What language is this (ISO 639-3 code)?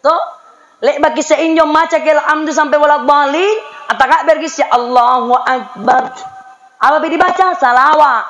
mak